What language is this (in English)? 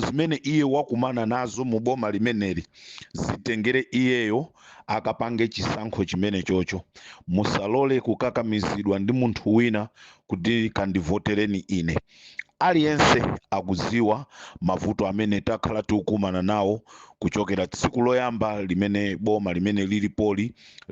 Nyanja